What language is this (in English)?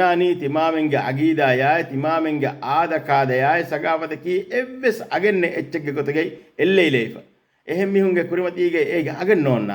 Divehi